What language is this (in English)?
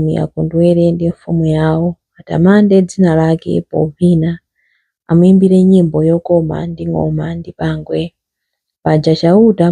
Nyanja